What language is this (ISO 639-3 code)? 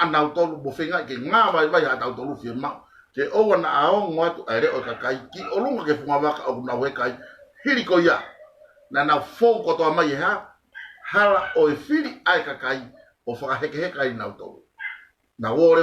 ton